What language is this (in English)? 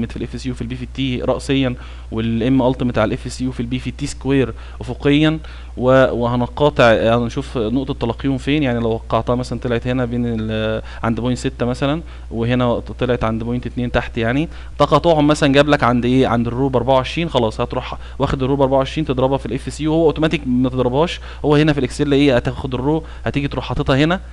Egyptian Arabic